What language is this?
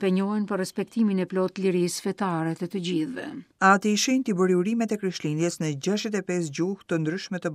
Albanian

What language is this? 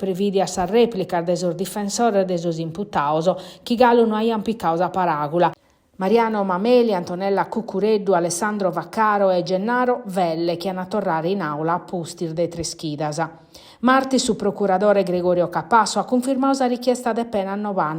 Sardinian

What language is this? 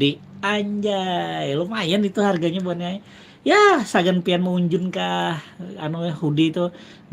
Banjar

